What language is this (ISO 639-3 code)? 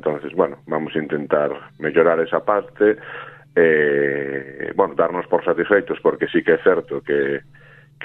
glg